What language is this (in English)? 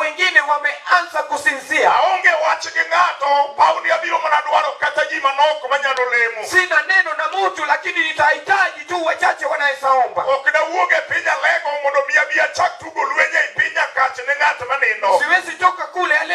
Luo (Kenya and Tanzania)